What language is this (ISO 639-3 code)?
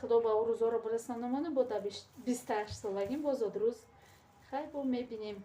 tgk